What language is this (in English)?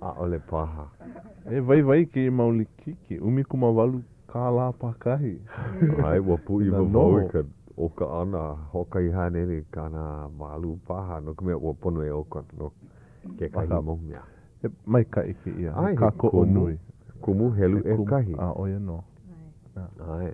Hawaiian